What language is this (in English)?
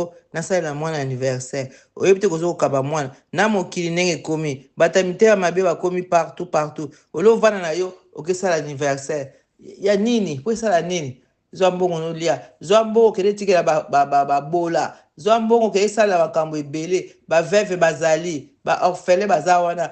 Lingala